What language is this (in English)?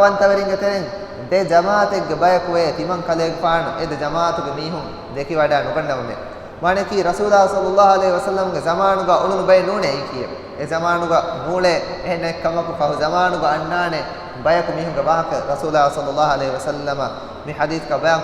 Divehi